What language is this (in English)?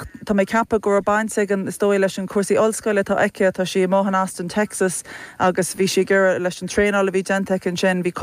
Irish